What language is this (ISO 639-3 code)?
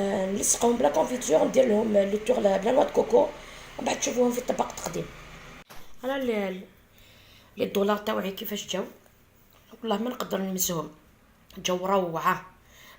arq